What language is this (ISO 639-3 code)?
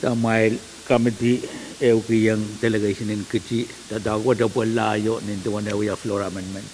pon